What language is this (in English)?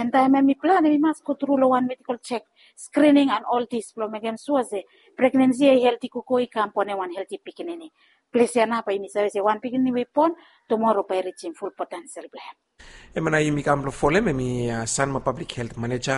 Bislama